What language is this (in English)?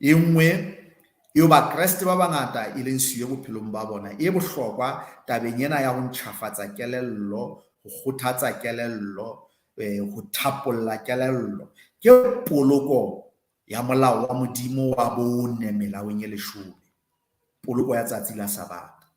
Southern Sotho